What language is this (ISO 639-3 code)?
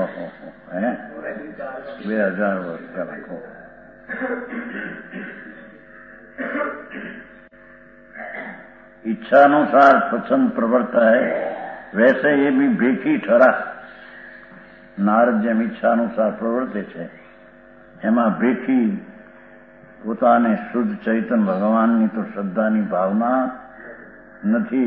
guj